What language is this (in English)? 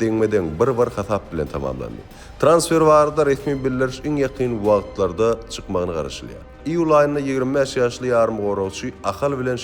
Turkmen